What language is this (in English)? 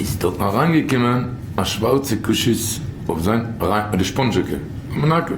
Yiddish